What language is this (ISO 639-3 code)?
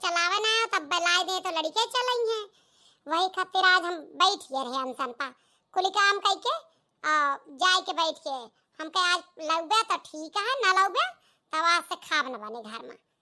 awa